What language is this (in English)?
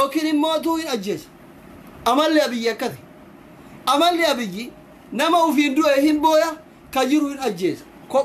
Oromo